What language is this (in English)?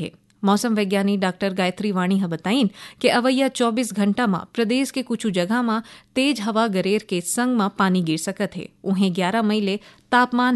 Chhattisgarhi